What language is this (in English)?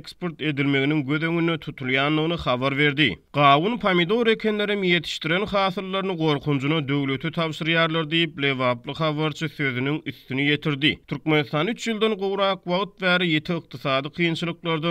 Turkmen